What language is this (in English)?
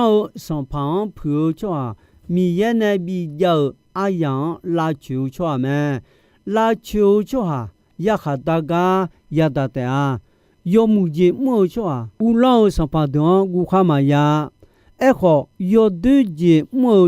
Akha